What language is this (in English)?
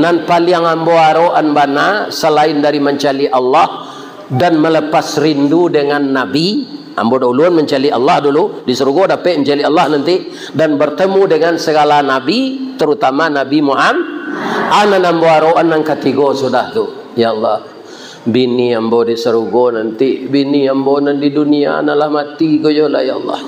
Minangkabau